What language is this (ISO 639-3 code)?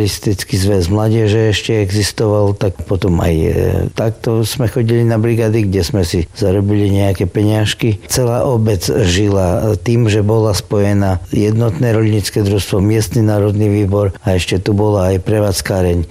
slk